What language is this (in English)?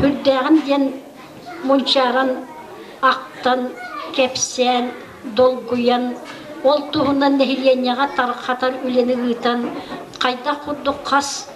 Yakut